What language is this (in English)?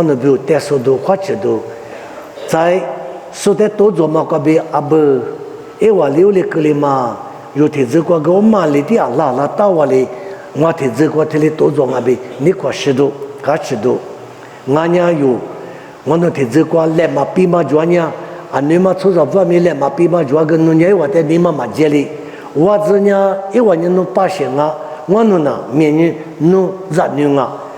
Lisu